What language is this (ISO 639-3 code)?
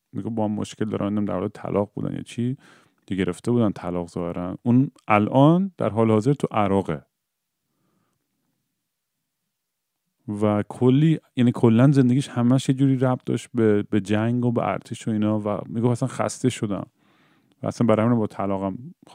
fas